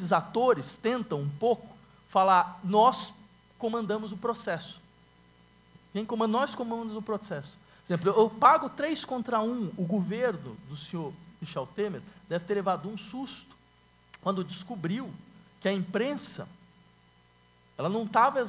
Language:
Portuguese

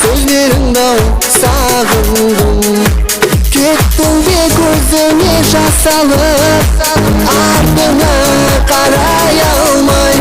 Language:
Kara-Kalpak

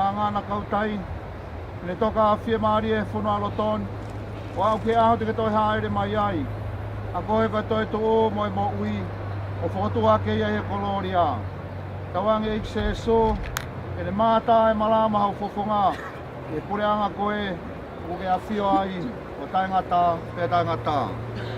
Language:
Tongan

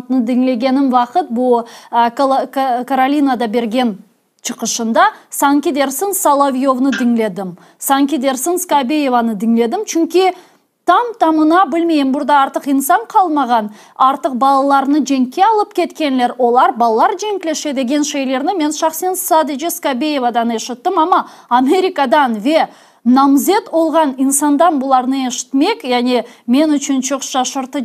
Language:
Crimean Tatar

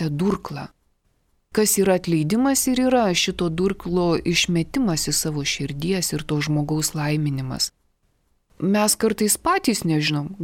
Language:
Lithuanian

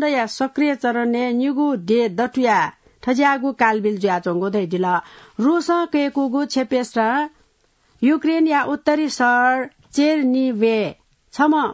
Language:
Newari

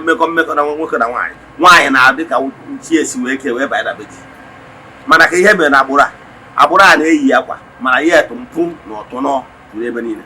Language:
Igbo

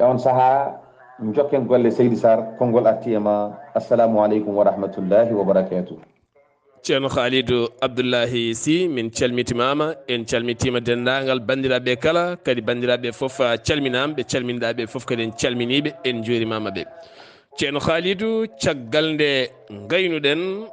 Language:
Fula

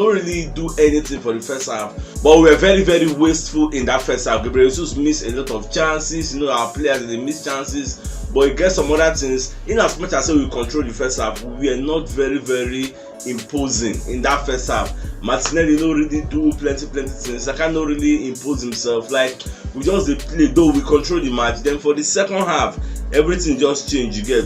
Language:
Nigerian Pidgin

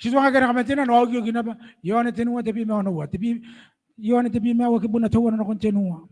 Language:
Gilbertese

